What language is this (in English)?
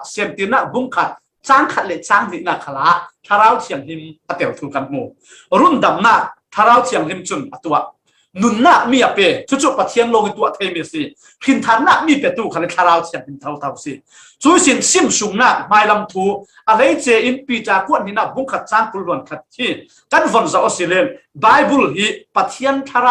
Falam Chin